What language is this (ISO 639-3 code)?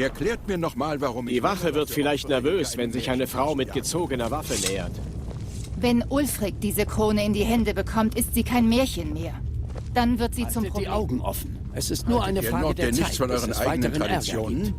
gsw